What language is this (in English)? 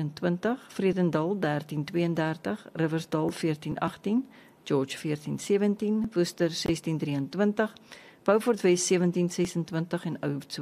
Afrikaans